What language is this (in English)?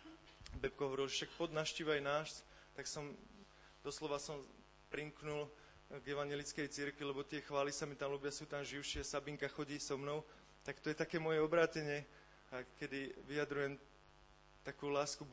Slovak